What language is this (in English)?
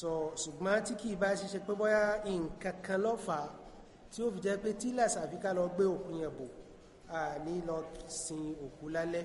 Yoruba